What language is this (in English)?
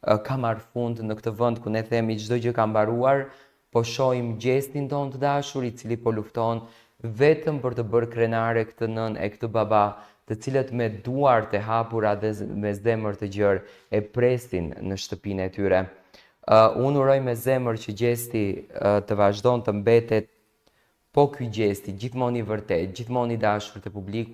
Albanian